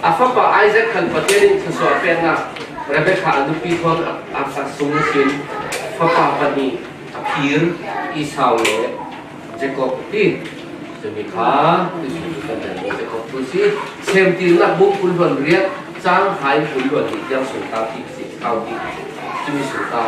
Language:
Falam Chin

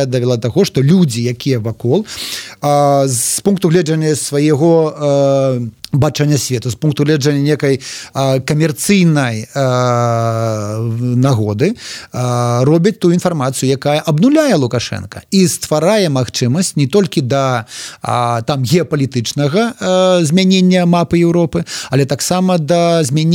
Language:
Belarusian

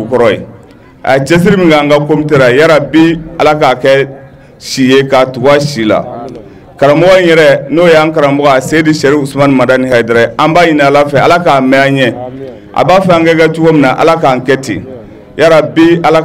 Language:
Bambara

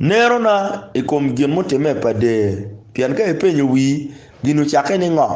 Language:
Acoli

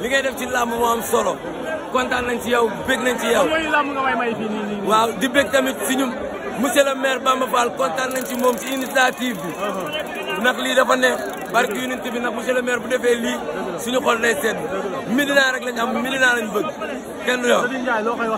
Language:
Wolof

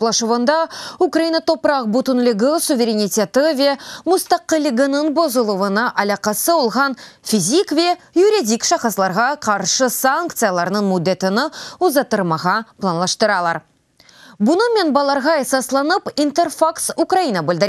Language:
Crimean Tatar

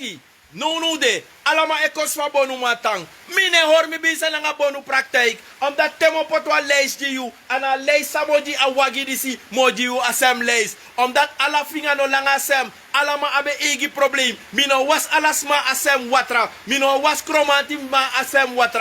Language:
Sranan Tongo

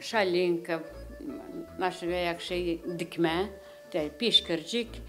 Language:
Gagauz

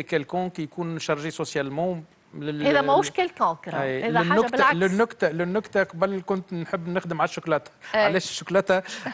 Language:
Tunisian Arabic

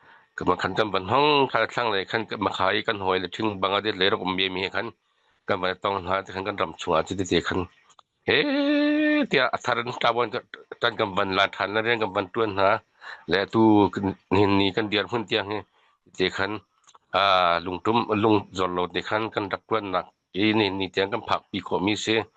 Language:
Hakha Chin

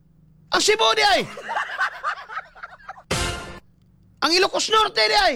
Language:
Cebuano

